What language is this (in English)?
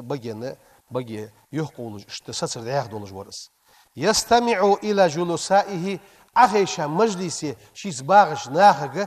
Ingush